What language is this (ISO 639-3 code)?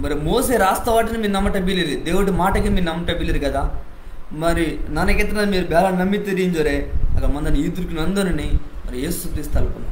kff